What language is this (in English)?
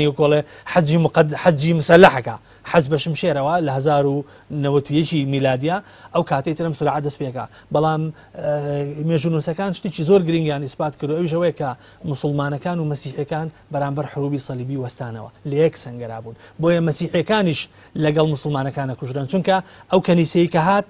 Central Kurdish